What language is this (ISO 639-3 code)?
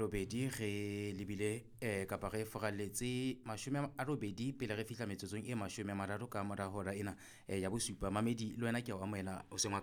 sot